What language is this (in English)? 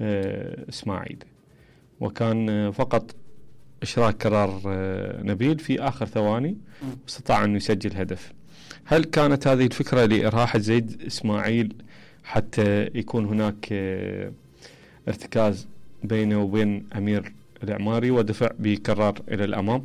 Mesopotamian Arabic